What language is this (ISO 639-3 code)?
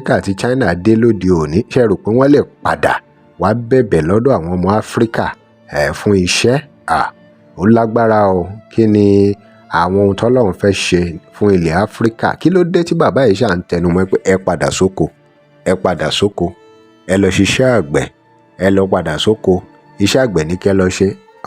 yor